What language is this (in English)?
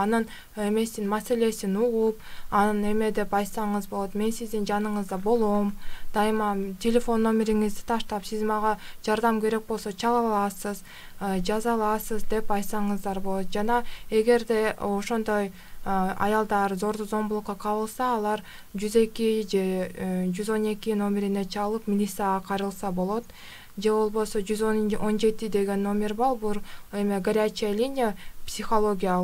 Kyrgyz